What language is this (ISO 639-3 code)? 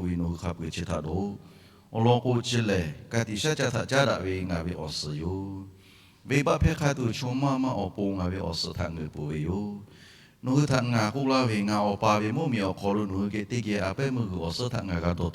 lhu